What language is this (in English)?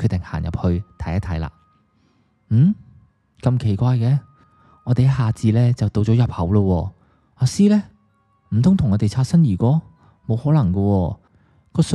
Cantonese